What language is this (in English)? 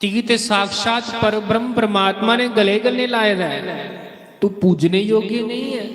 Dogri